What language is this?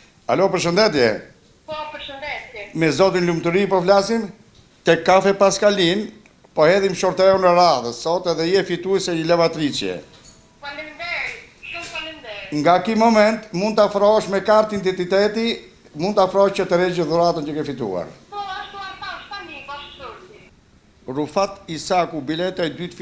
Albanian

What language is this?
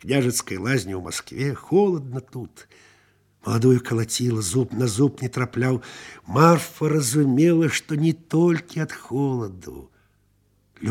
Belarusian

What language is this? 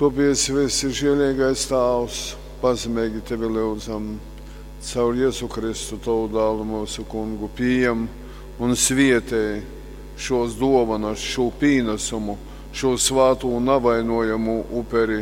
Latgalian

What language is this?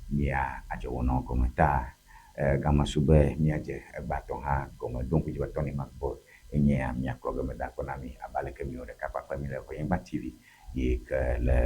Ewe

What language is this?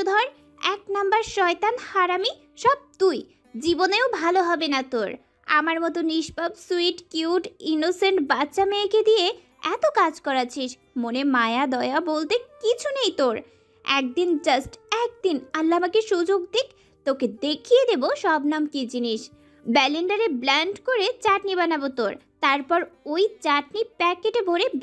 Bangla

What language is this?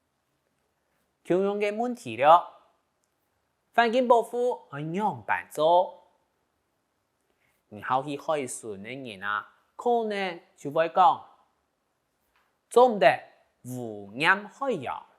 Hakka Chinese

